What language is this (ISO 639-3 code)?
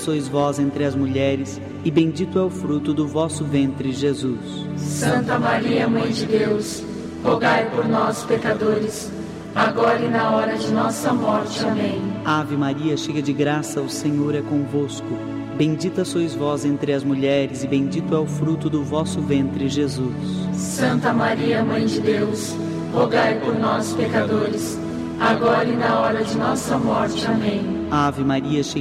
por